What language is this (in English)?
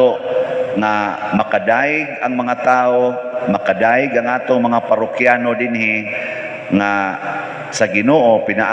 Cebuano